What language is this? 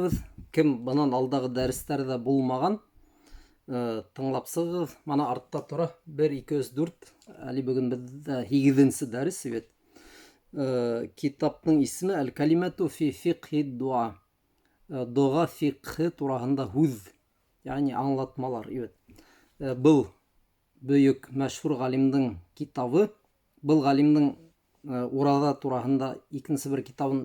Bashkir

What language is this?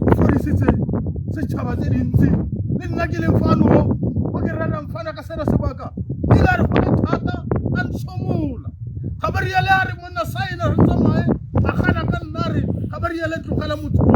Tswana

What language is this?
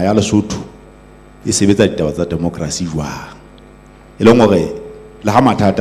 Southern Sotho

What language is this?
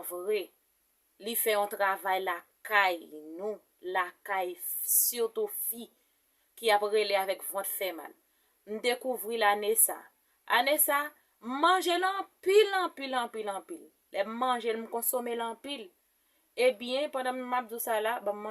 Haitian Creole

